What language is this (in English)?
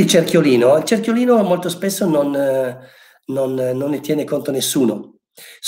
Italian